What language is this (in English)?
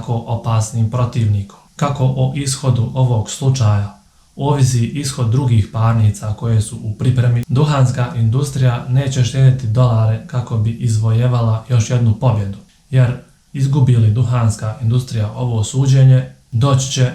Bosnian